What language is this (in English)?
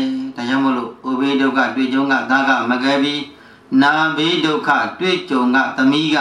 Burmese